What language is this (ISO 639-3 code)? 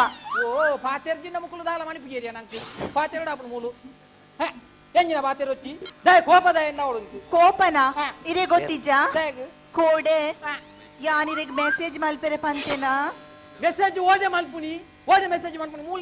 tcy